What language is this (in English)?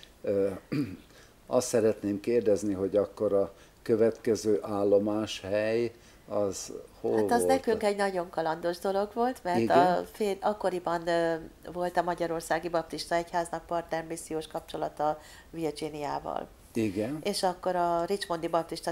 Hungarian